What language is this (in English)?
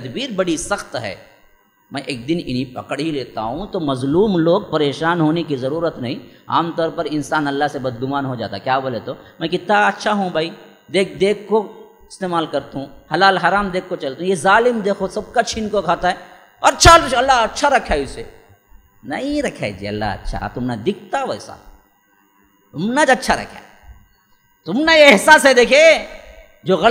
Urdu